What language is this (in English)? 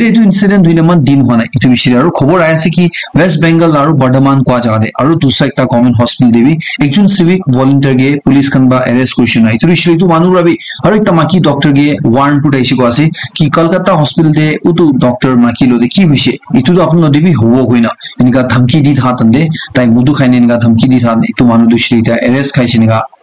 Naga Pidgin